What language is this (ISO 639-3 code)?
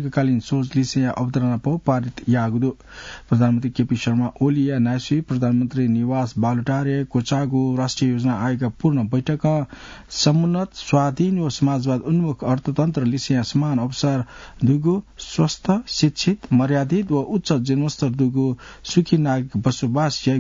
new